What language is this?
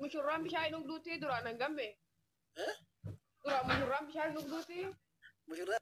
Oromo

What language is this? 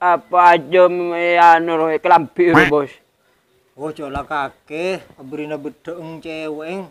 Madurese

